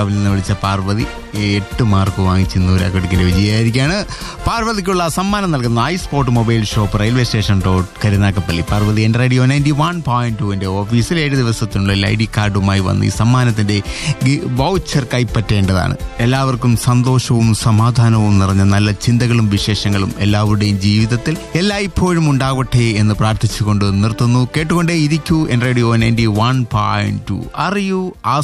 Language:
Malayalam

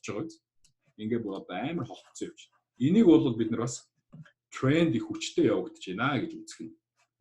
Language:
Mongolian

